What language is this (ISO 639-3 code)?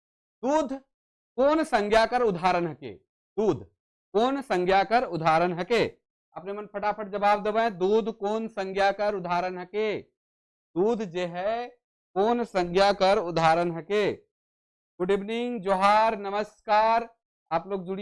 sck